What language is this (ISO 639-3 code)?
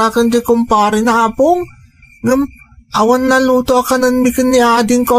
ilo